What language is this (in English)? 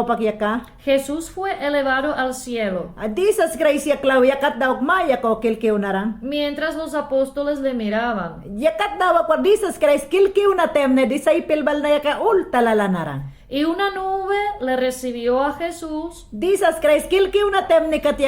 Mayangna